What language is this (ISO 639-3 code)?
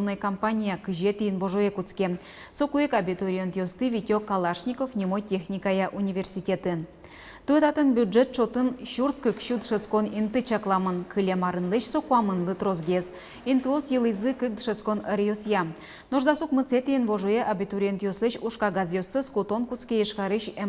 udm